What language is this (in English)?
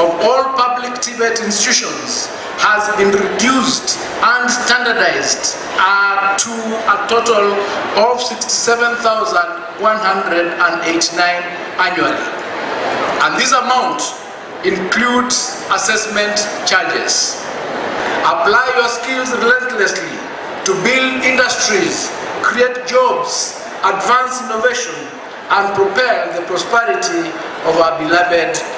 Gusii